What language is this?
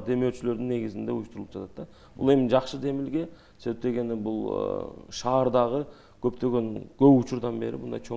Kyrgyz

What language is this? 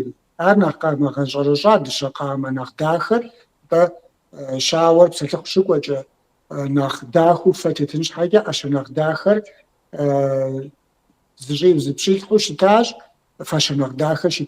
Kabardian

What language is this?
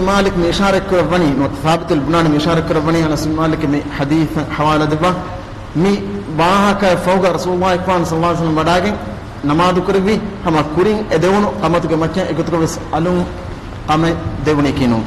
Divehi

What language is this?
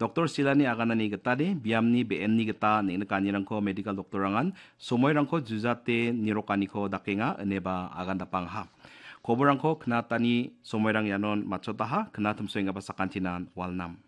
Garo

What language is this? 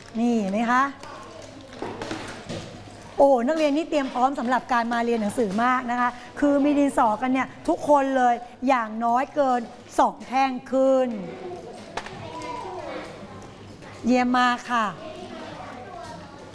Thai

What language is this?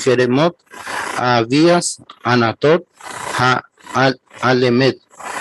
Guarani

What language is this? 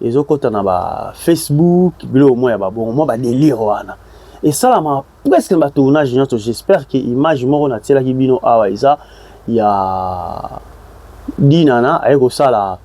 Lingala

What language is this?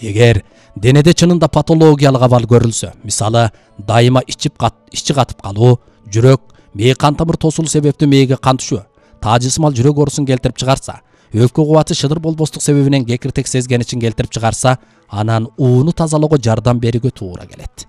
Kyrgyz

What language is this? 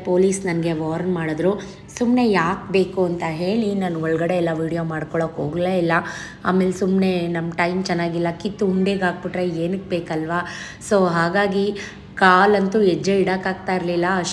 Kannada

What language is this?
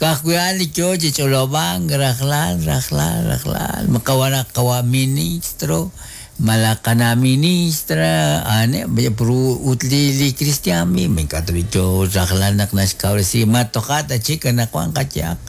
Kekchí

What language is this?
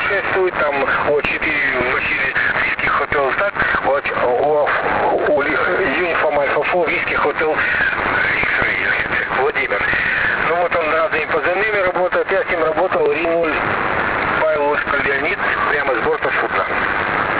Russian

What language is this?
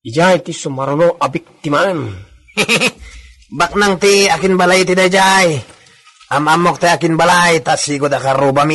Iloko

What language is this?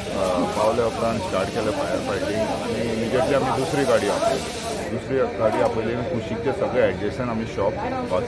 Konkani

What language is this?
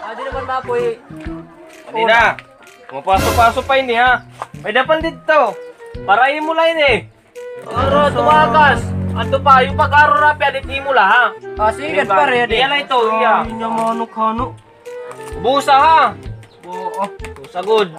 Waray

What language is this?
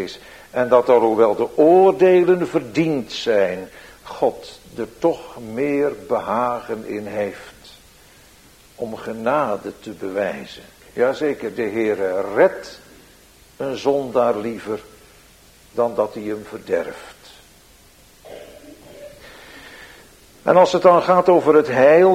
Dutch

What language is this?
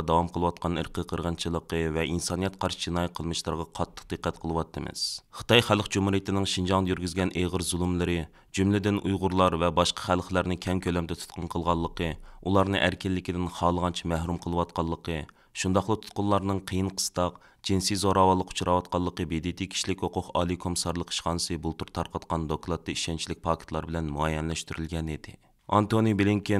Uyghur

